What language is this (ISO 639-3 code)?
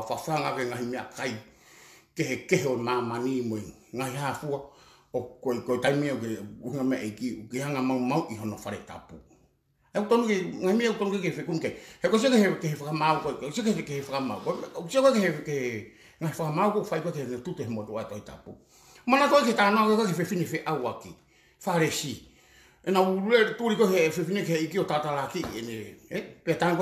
ton